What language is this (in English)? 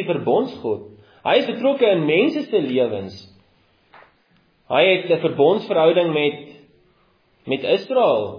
Afrikaans